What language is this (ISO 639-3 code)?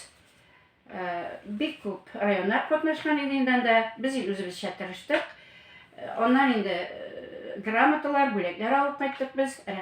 tat